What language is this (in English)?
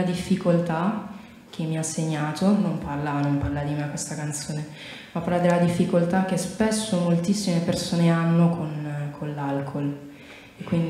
Italian